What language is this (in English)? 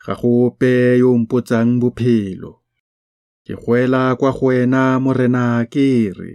Tswana